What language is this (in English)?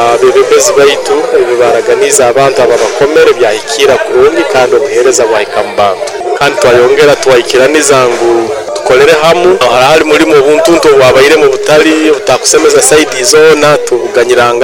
Nyoro